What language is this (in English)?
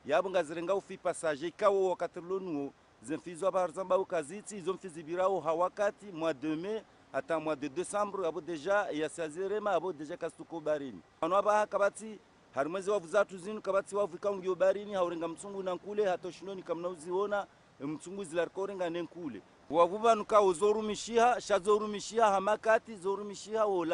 Ngazidja Comorian